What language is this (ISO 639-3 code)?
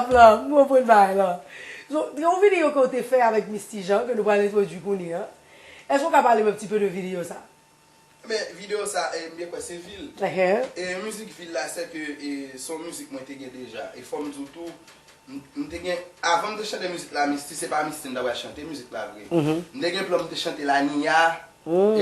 hat